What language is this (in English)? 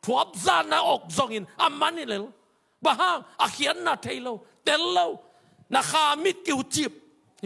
Tedim Chin